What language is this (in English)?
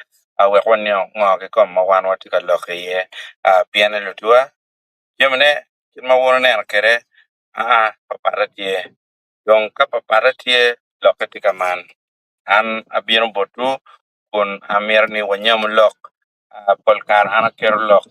Acoli